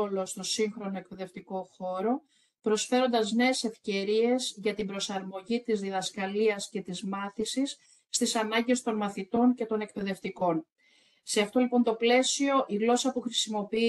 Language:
Greek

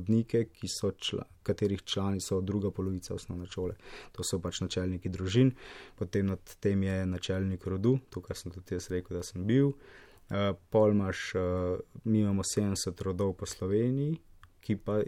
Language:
Slovenian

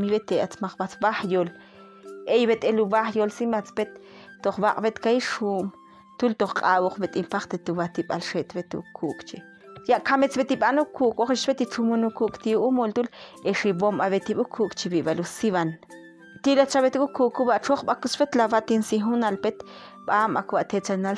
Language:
Ixil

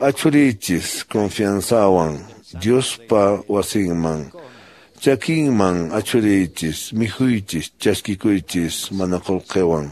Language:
Quechua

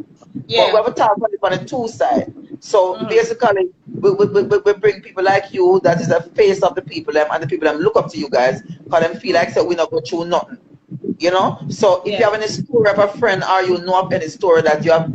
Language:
Jamaican Creole English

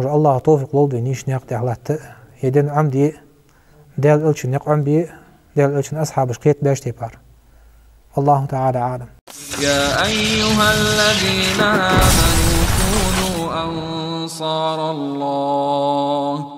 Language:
Ingush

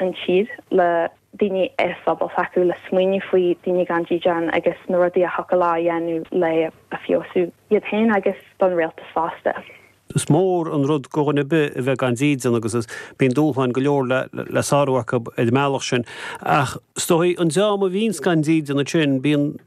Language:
Irish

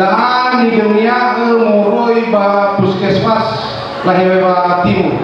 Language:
Nias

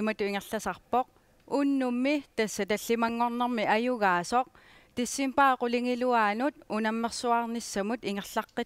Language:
Kalaallisut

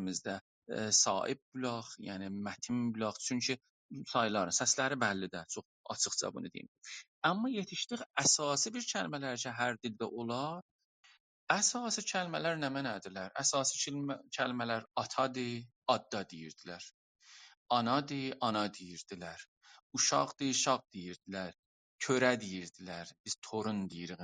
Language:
South Azerbaijani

